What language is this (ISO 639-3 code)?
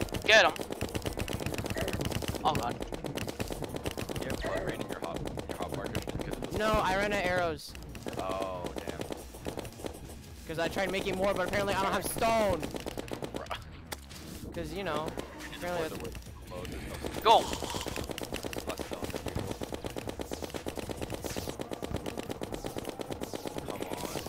eng